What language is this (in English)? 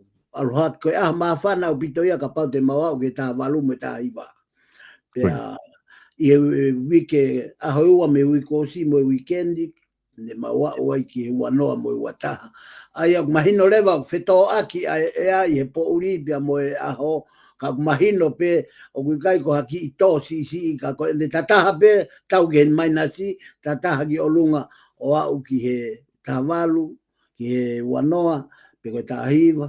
Tongan